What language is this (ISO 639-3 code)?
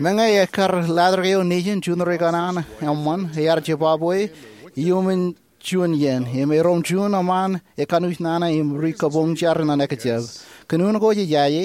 mah